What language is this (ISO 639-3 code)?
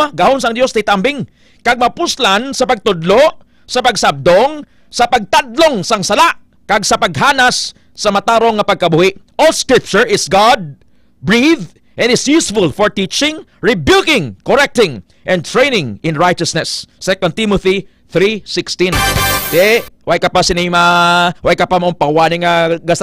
hil